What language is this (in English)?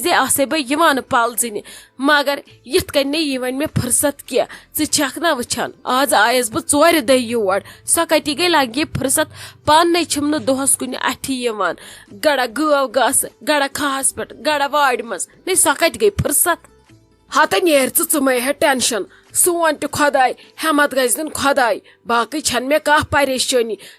Kashmiri